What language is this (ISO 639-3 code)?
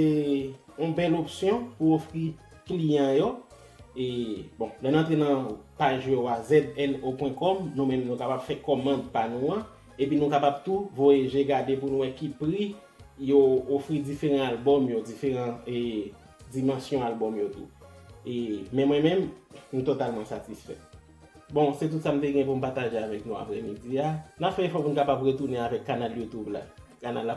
hat